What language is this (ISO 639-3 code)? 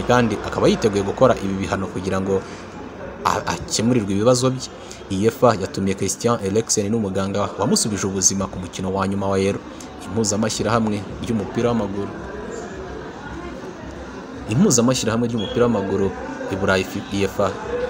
kin